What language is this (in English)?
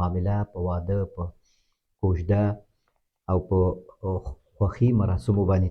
Pashto